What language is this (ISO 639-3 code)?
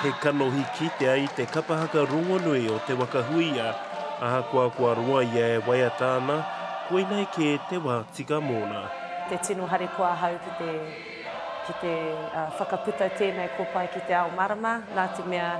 mri